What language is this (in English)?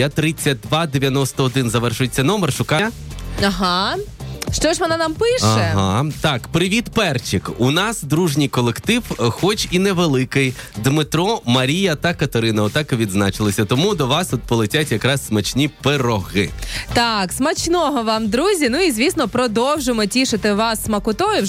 Ukrainian